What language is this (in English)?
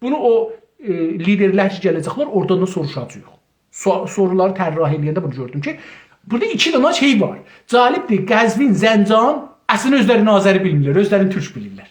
South Azerbaijani